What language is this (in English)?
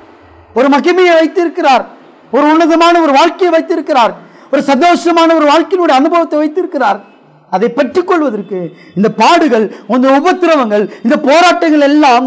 Tamil